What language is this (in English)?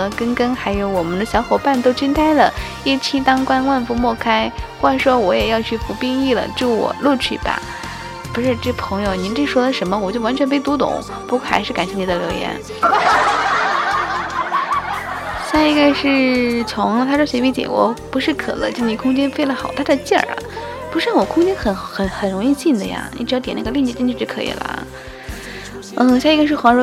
Chinese